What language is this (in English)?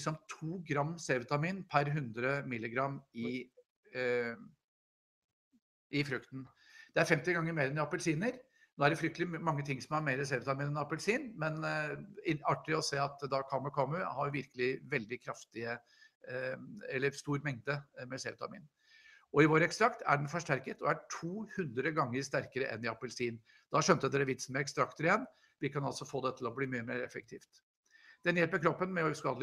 Norwegian